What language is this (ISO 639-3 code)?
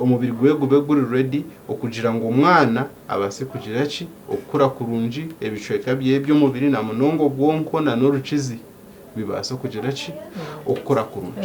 nyn